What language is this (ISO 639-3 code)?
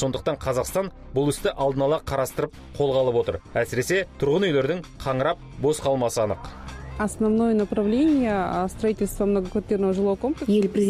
kaz